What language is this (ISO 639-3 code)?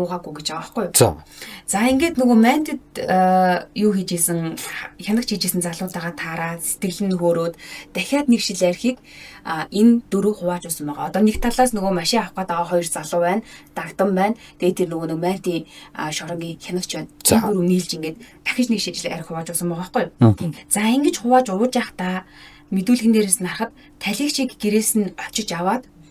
mon